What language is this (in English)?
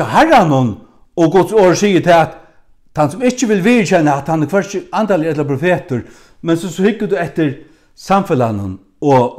Faroese